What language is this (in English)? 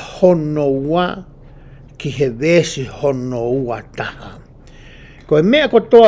Tongan